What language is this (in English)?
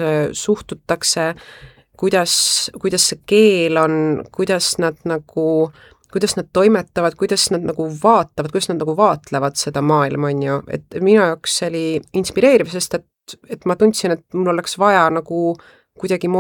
Estonian